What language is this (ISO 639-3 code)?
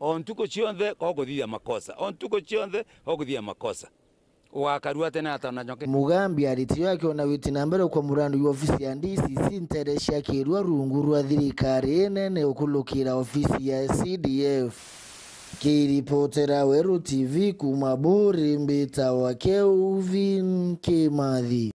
mer